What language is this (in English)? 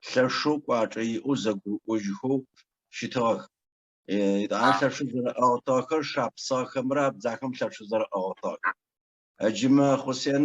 Adyghe